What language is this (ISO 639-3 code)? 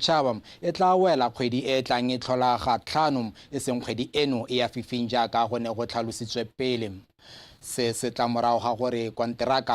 tsn